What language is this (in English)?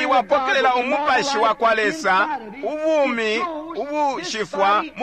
Bemba